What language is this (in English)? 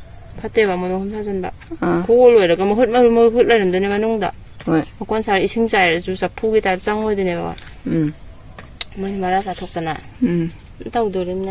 Manipuri